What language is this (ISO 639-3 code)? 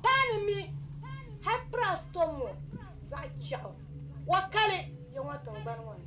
dag